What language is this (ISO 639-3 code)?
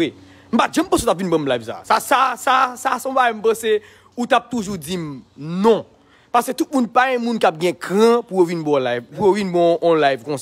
hat